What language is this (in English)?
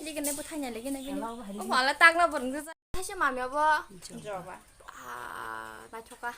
Kok Borok